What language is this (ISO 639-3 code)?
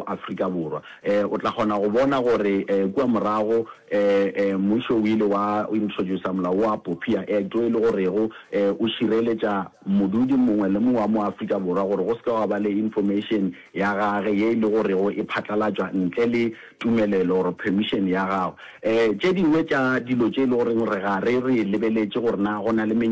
nso